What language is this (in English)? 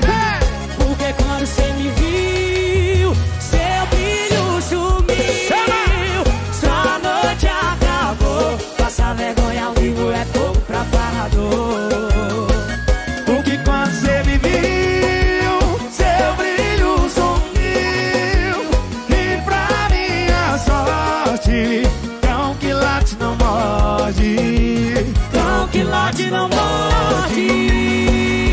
Portuguese